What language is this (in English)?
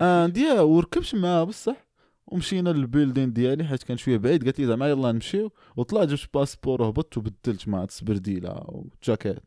Moroccan Arabic